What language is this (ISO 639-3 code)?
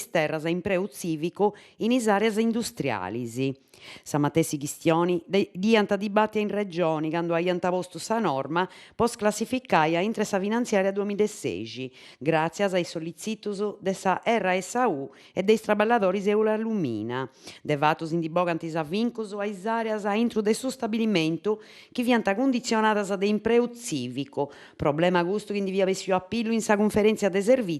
srd